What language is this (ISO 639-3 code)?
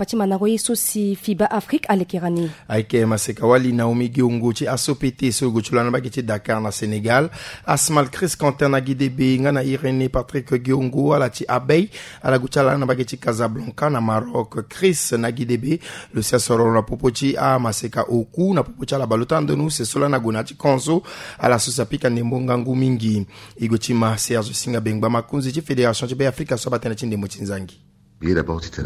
sag